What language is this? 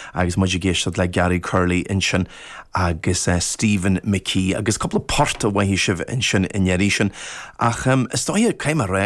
Irish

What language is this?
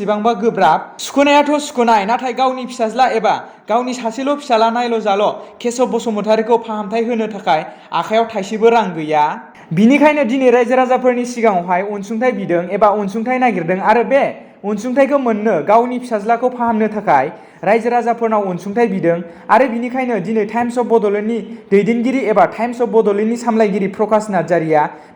Bodo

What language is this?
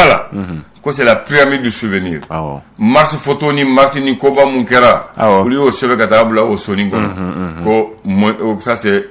Bambara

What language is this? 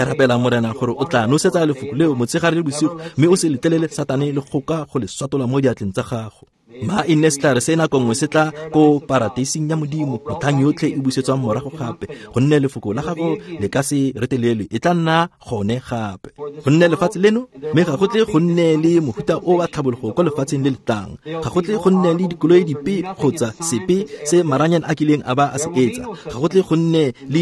Tswana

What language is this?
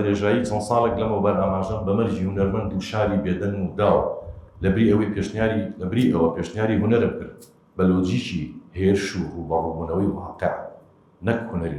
Central Kurdish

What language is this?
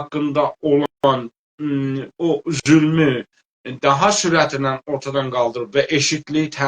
South Azerbaijani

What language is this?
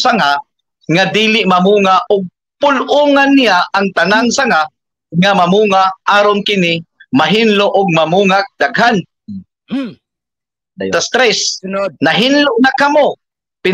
Cebuano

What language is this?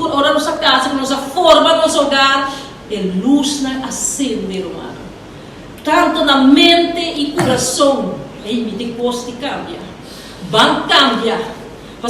Papiamento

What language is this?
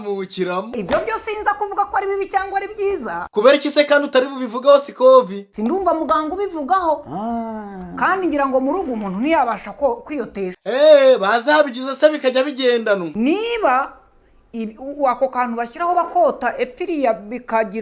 Kinyarwanda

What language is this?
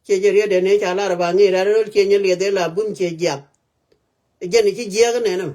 Nuer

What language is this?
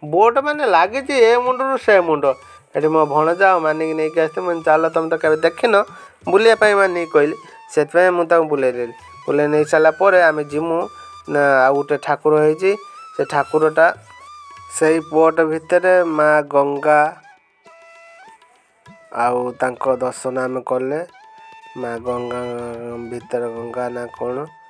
Odia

